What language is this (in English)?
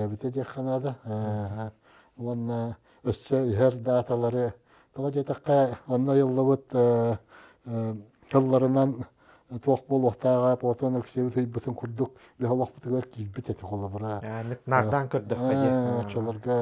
Yakut